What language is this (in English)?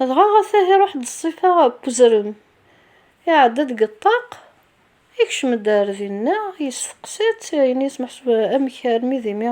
Kabyle